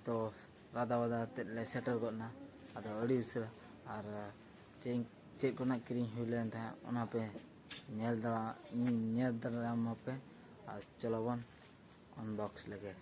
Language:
Santali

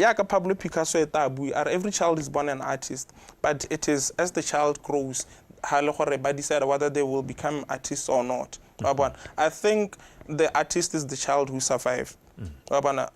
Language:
Tswana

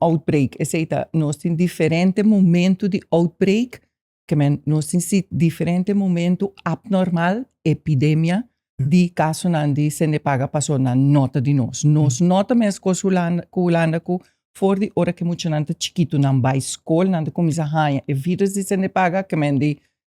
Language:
Papiamento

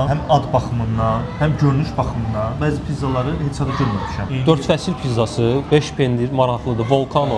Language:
Azerbaijani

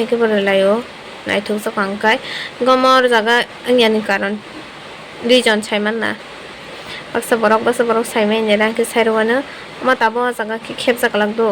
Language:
Kok Borok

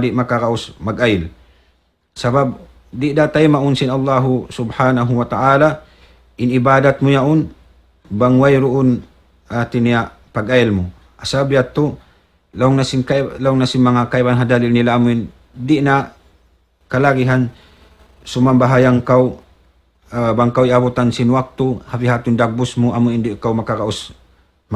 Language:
Tausug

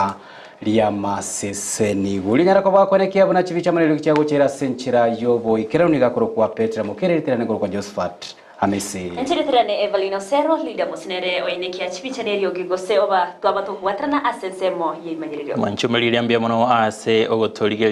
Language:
Gusii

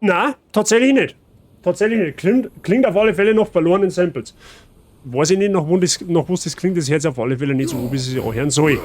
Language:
Bavarian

